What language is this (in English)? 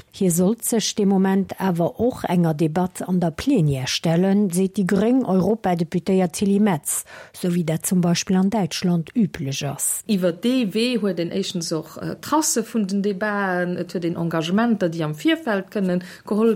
Luxembourgish